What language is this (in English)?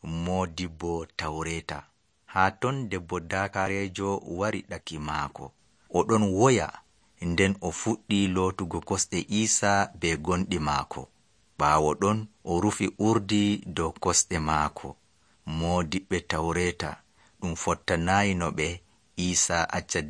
Nigerian Fulfulde